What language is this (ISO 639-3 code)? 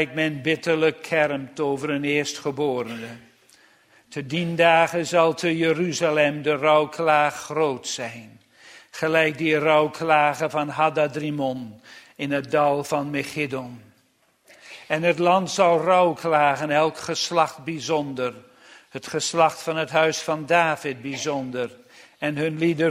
nld